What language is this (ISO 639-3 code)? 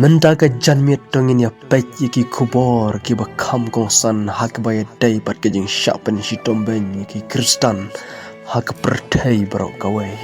kha